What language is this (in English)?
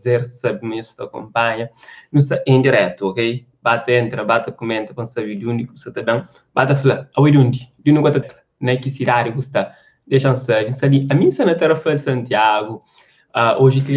Kabuverdianu